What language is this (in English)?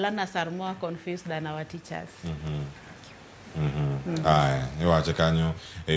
Luo (Kenya and Tanzania)